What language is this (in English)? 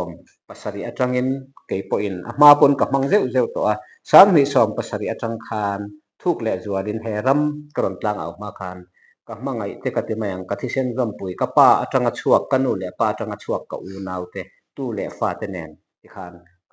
Mizo